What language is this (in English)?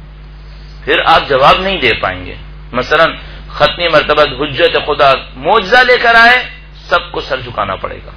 Urdu